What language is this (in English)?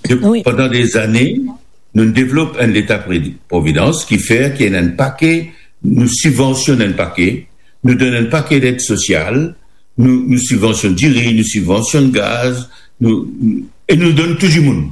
Morisyen